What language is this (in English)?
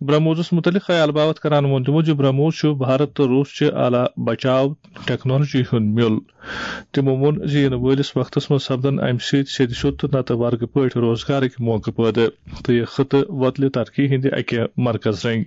Kashmiri